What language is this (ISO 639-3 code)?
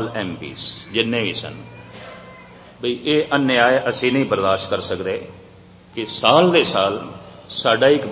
pan